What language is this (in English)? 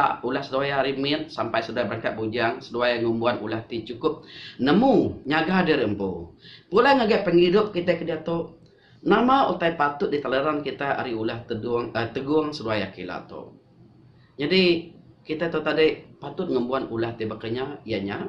Iban